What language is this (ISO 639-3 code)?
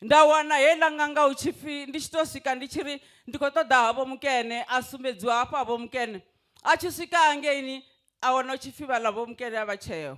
ven